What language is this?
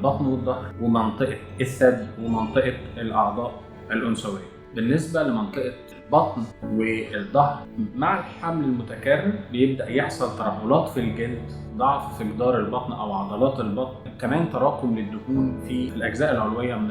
Egyptian Arabic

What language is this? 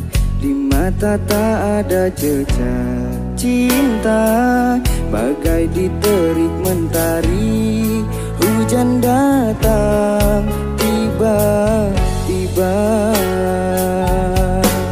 Indonesian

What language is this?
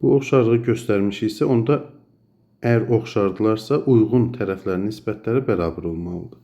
Azerbaijani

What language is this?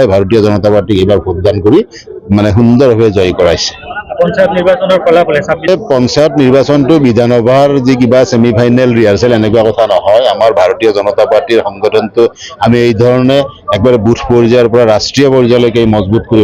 Assamese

